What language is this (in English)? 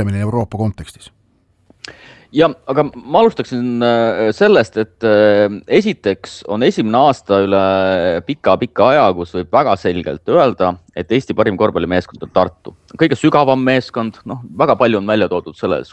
Estonian